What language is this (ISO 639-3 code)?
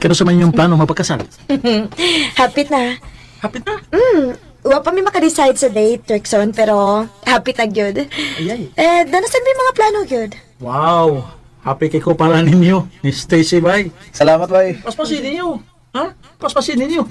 ceb